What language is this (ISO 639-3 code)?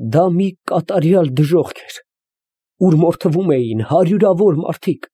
hye